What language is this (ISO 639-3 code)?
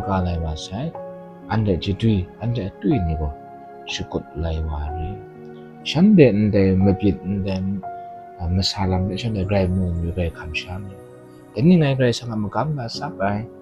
kac